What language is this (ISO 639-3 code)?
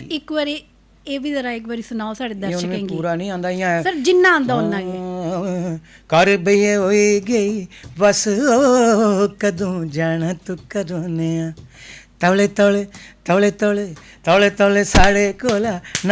doi